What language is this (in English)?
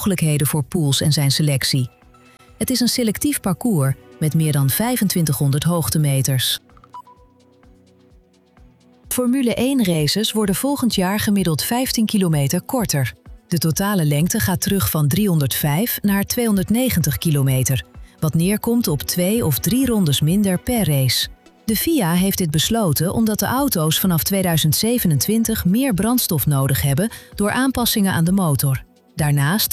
Dutch